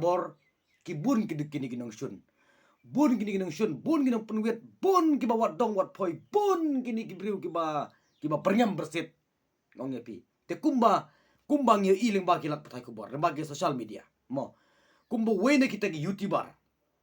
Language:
Khasi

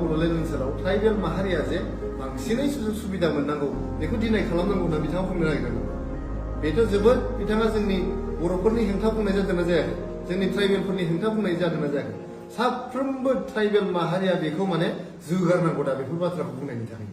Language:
Bodo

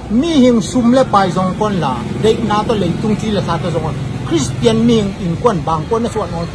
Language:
Tedim Chin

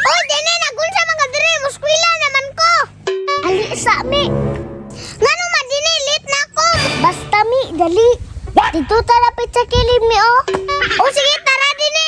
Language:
Cebuano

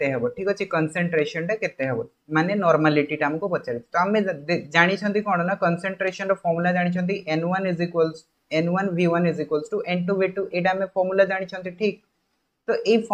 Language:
Odia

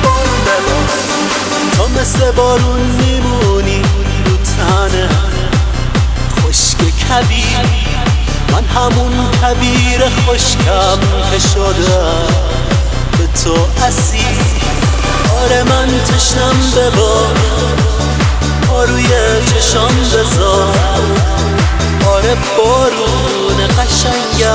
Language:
Persian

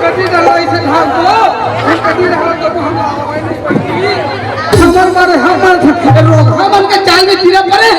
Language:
Chhattisgarhi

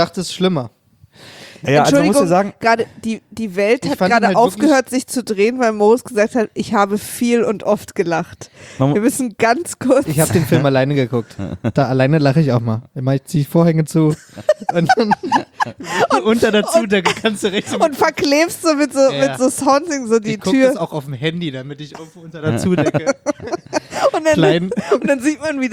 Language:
German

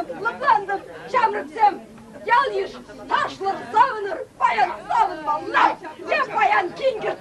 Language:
Chuvash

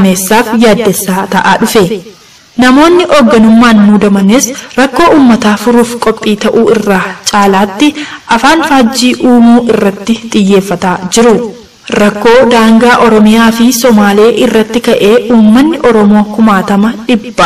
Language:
Oromo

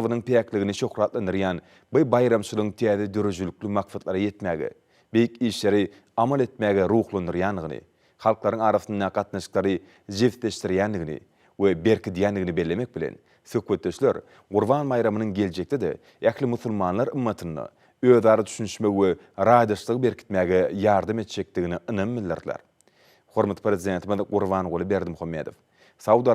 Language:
Turkmen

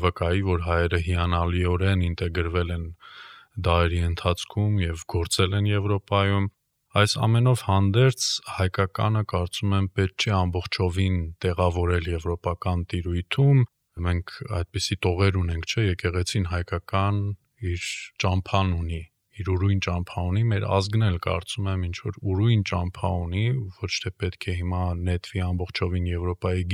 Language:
Armenian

